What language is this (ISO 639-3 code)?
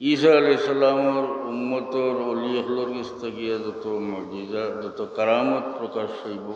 syl